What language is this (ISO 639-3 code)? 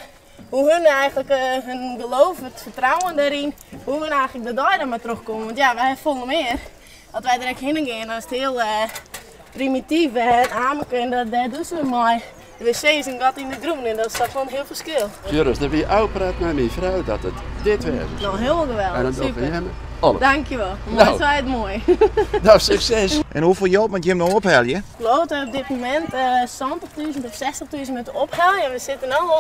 fry